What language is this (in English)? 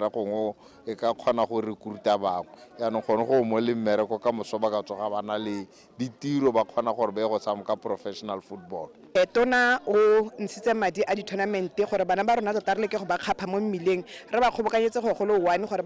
Tswana